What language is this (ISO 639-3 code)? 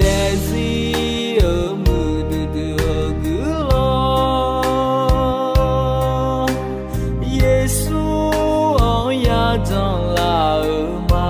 ahk